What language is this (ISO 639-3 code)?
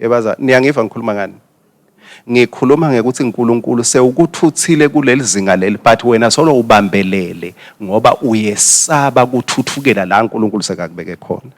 ssw